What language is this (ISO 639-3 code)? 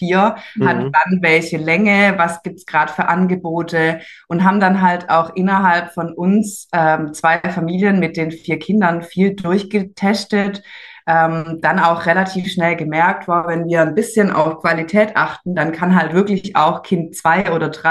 deu